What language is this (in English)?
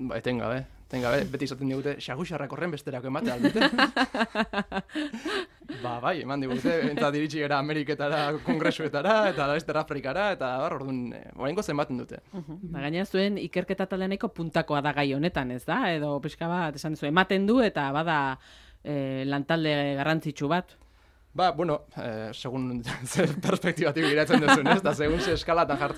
Basque